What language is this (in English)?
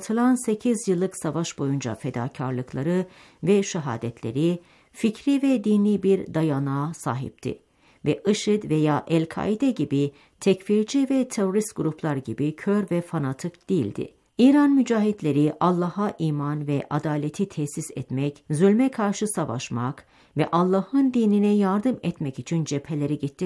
Turkish